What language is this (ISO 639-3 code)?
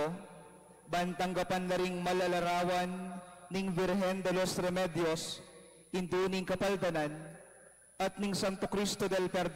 pam